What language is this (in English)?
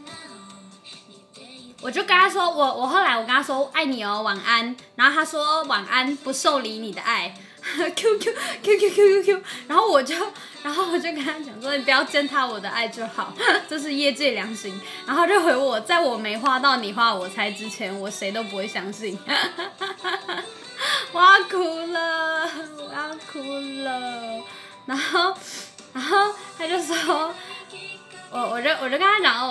Chinese